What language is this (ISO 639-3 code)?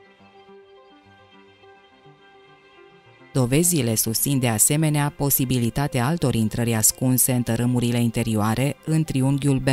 ron